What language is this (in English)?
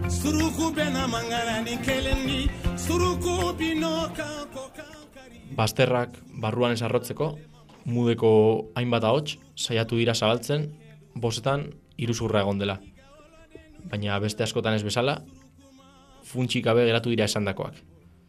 Basque